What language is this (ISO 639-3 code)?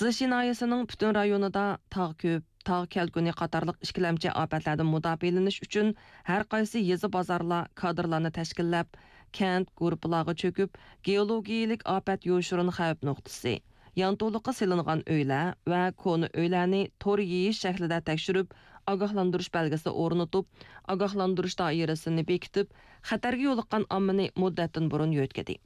uig